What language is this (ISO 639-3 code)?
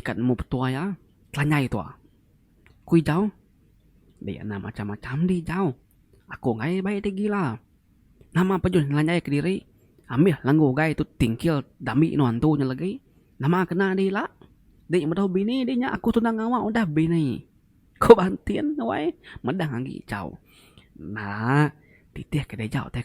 iba